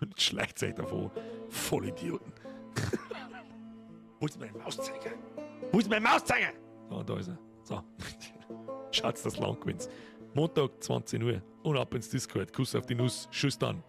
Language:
Bavarian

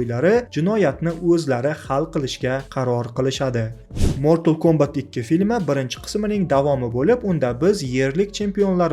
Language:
Uzbek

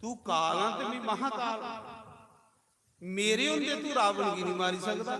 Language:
Dogri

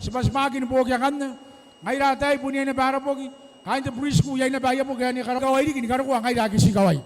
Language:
Gilbertese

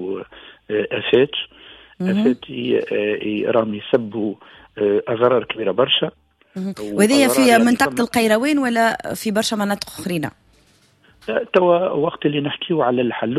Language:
Tunisian Arabic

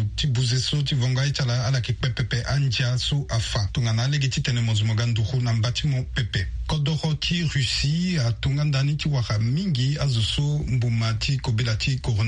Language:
Sango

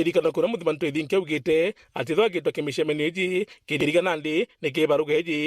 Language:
Meru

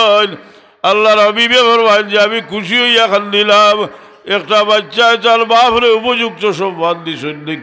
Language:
Sylheti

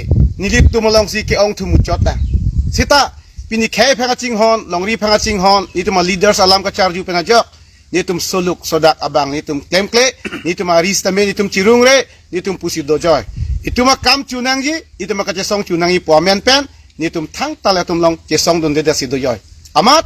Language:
Karbi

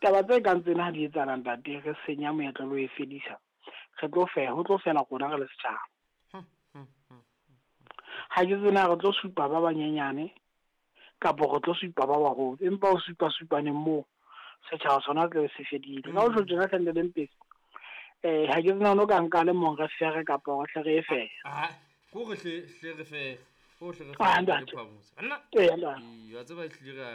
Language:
Southern Sotho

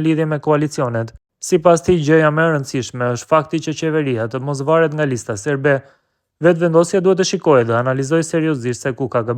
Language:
Albanian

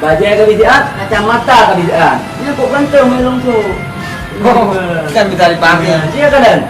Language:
Achinese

